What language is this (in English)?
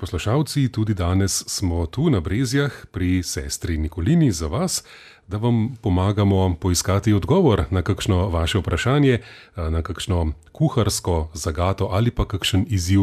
Slovenian